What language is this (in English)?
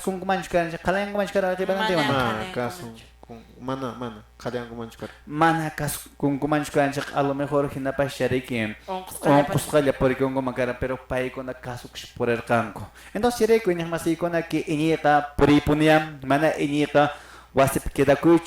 Quechua